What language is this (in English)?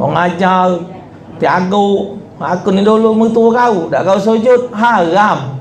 Musi